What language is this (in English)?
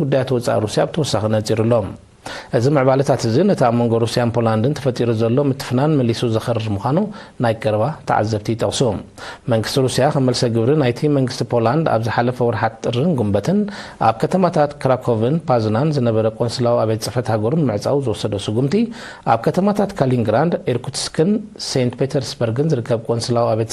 Tigrinya